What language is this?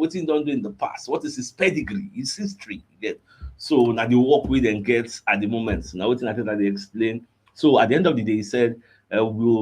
Nigerian Pidgin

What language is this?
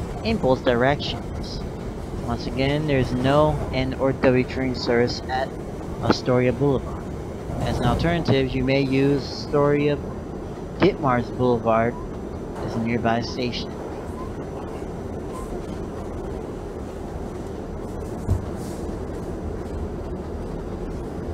English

